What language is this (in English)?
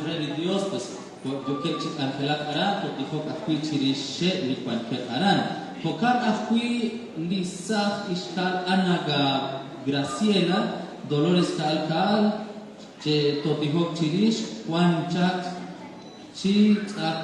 Kekchí